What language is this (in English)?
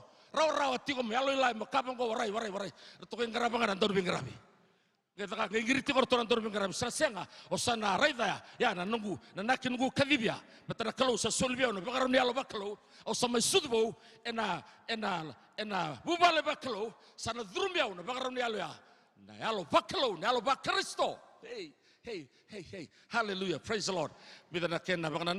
Fijian